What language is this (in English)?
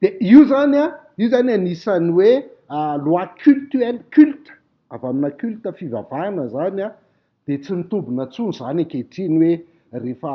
Malagasy